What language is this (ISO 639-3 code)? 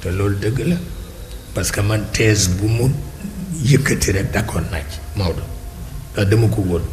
wol